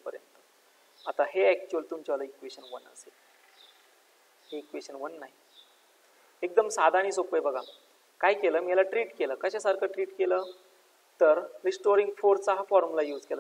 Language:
Marathi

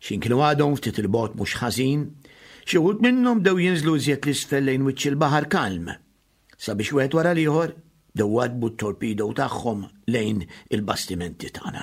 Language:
Maltese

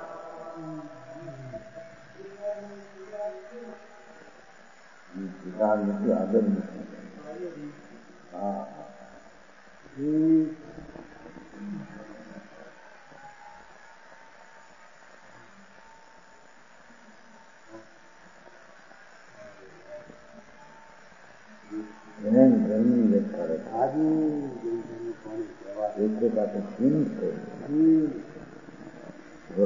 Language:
Gujarati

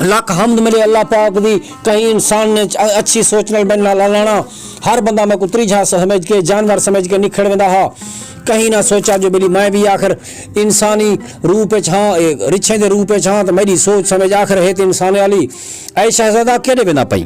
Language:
Saraiki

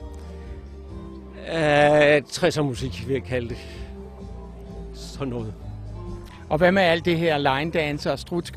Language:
Danish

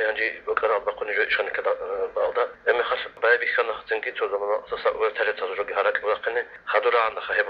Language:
Avaric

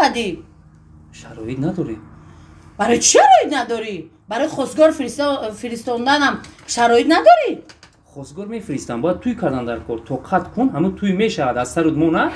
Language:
Tajik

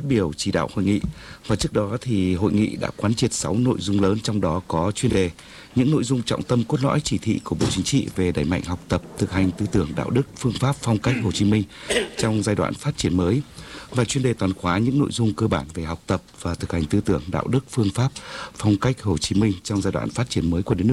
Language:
Vietnamese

